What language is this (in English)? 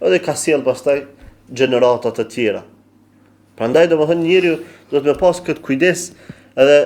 Albanian